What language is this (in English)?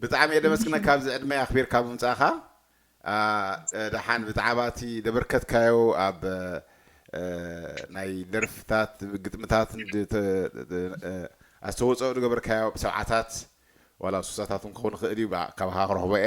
Tigrinya